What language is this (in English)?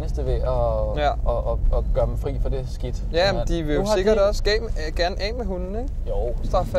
Danish